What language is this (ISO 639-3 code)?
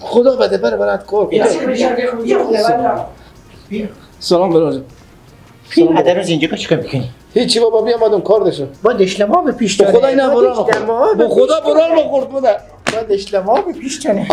fas